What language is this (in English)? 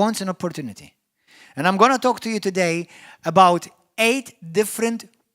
English